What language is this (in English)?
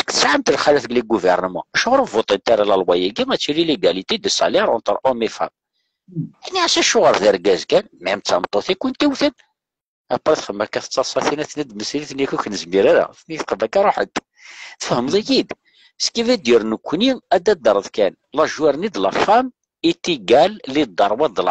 Kabyle